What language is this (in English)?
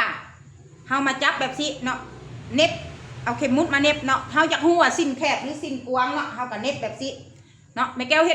Lao